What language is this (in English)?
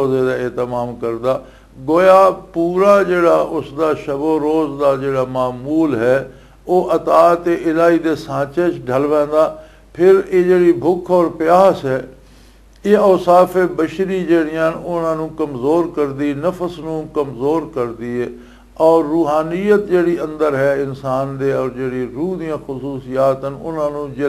Western Panjabi